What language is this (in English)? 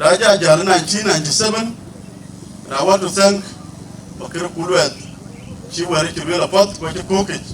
Dinka